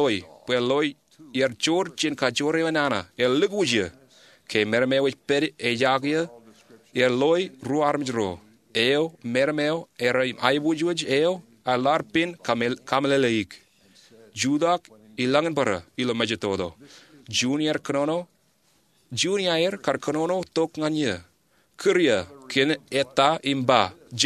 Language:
Marshallese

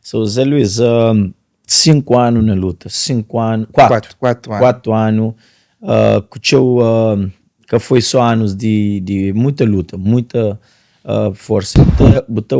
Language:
Kabuverdianu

